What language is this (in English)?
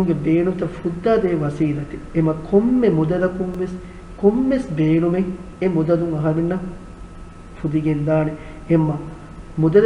Divehi